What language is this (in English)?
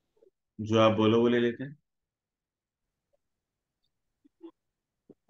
Hindi